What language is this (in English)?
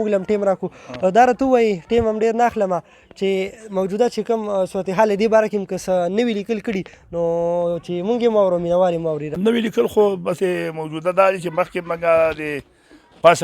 Pashto